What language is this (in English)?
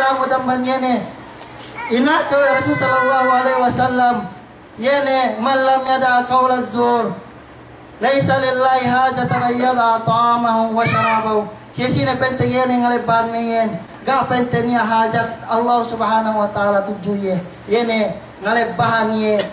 Yakan